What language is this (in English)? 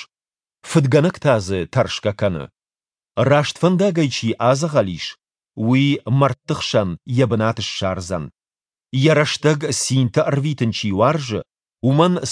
Ossetic